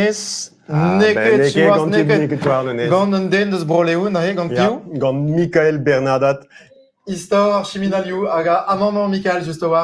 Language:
Breton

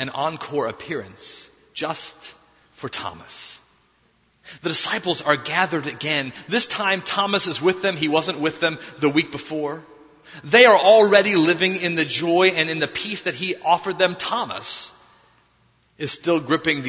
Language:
English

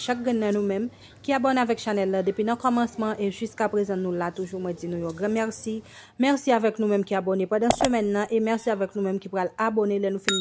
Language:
Haitian Creole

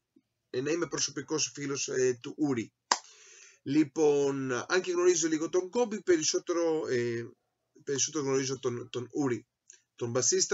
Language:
Greek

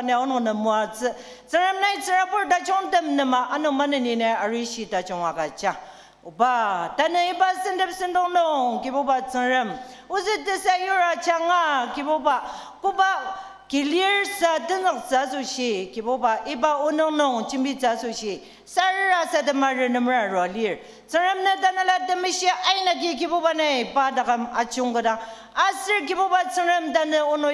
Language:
Ao Naga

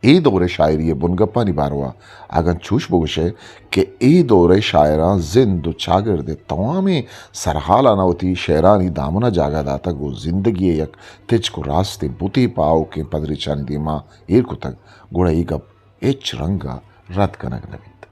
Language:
Eastern Balochi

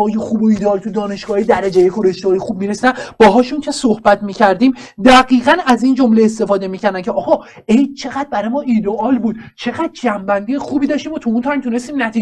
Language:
Persian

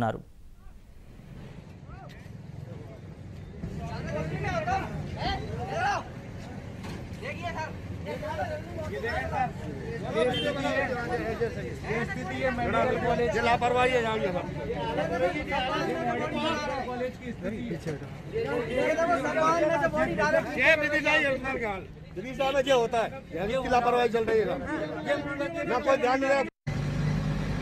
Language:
Telugu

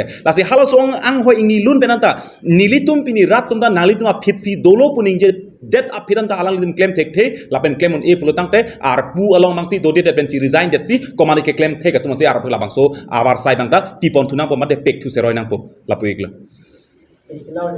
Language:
Karbi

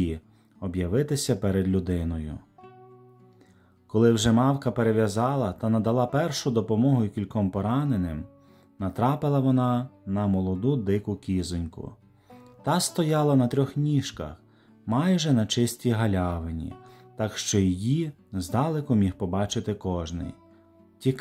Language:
Ukrainian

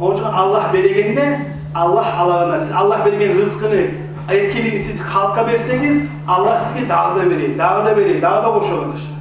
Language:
Kumyk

